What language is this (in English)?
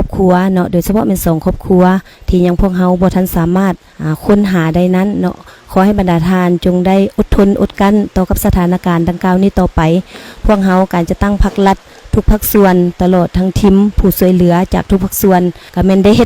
Lao